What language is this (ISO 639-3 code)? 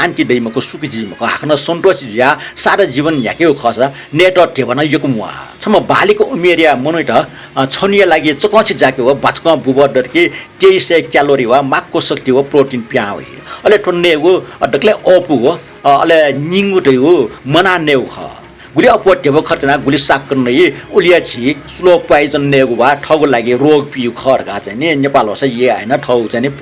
new